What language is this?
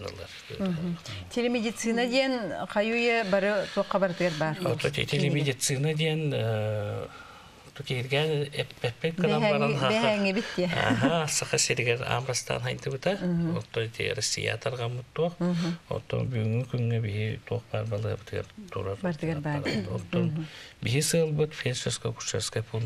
Yakut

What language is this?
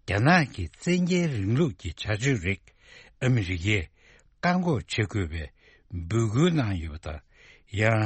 Tibetan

